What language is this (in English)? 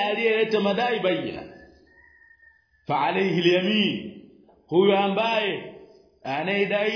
Swahili